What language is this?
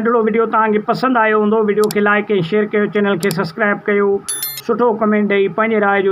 Sindhi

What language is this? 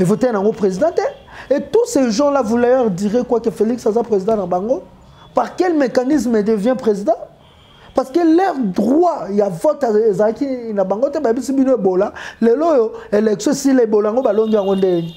Lingala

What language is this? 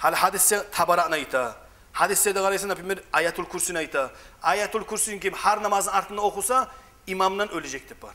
Kumyk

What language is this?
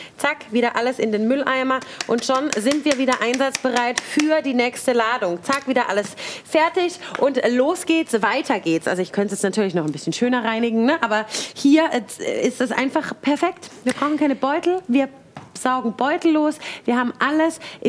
German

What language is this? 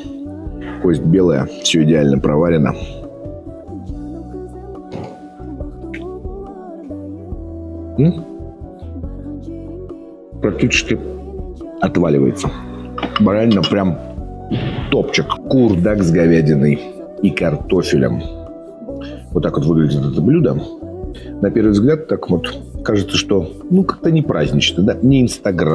Russian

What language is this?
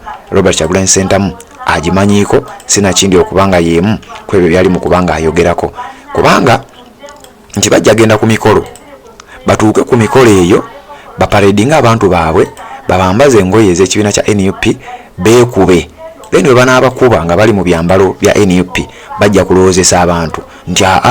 Ganda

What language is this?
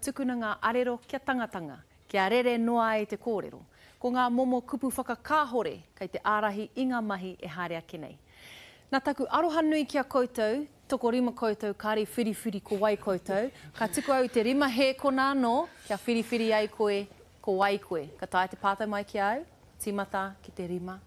Māori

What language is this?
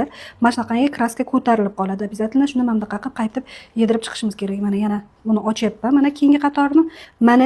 Uzbek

